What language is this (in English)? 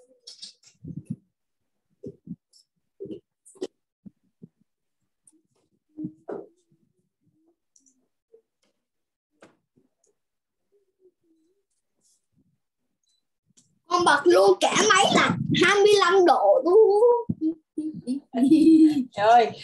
Vietnamese